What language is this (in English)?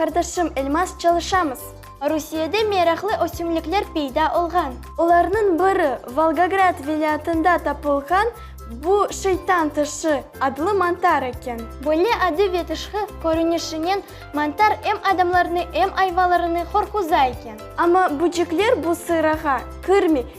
Crimean Tatar